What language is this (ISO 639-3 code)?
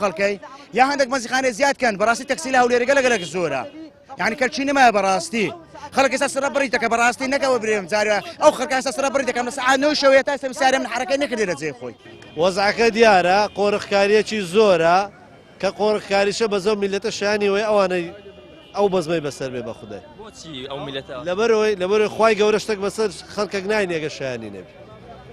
ckb